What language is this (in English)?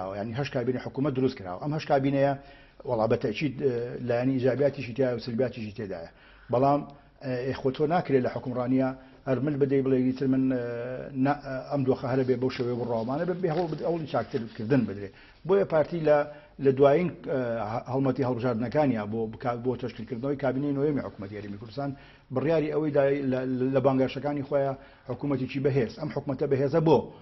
Central Kurdish